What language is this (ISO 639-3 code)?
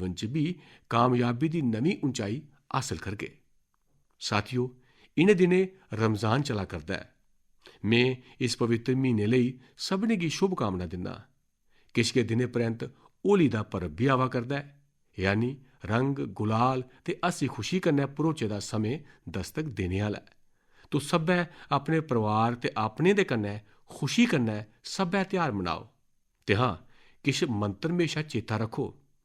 doi